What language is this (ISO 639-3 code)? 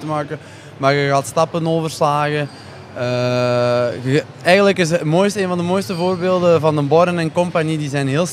nld